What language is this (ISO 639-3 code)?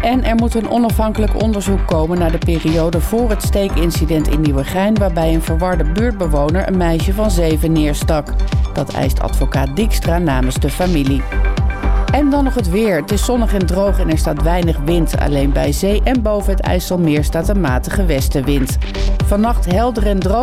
nld